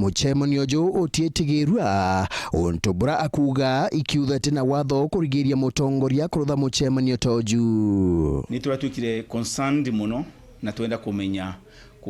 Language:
Meru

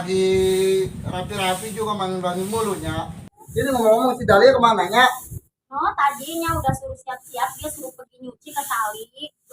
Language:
Betawi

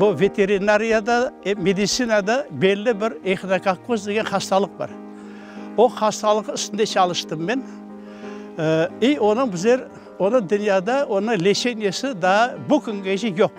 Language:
Crimean Tatar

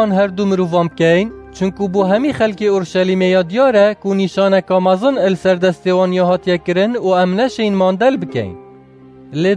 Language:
Kurdish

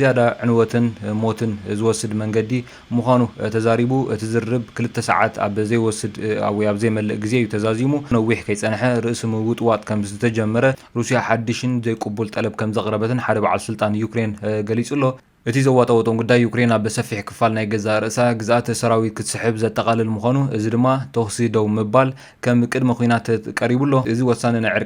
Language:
Tigrinya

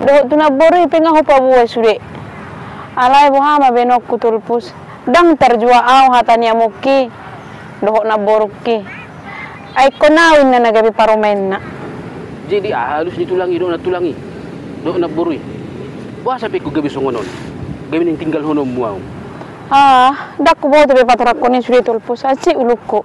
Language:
Batak Toba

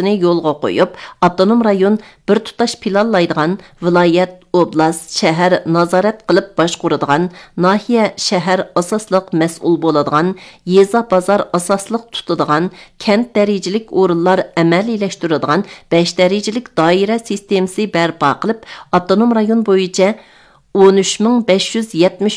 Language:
Uyghur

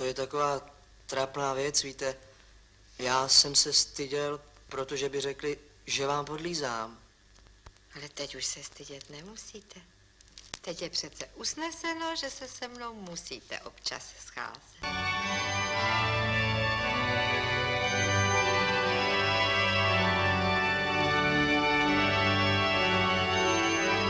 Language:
Czech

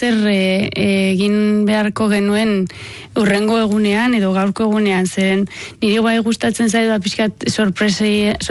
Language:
Basque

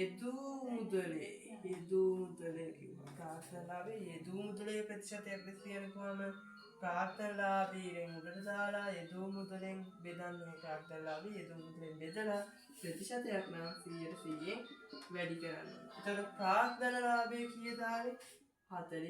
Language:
Sinhala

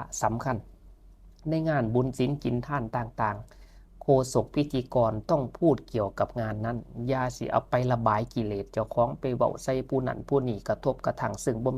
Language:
Lao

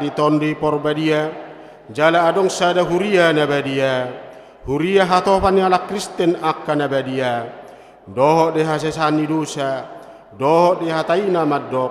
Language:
Batak Toba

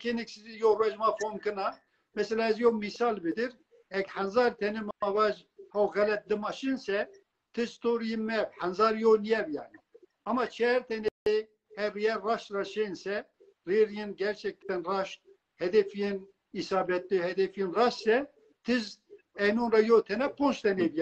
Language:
Zaza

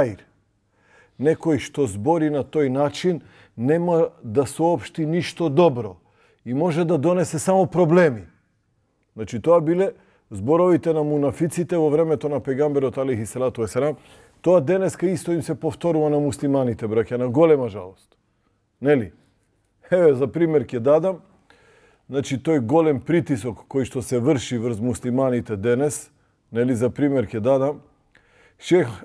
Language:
Macedonian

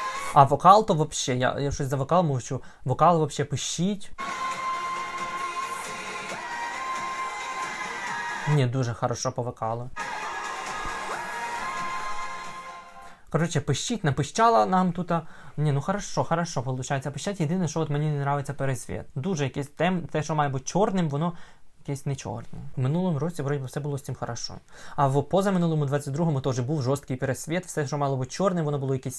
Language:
Ukrainian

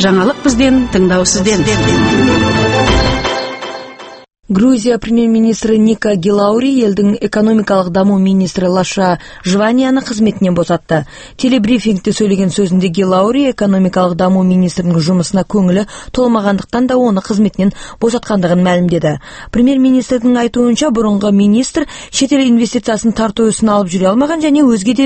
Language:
Kazakh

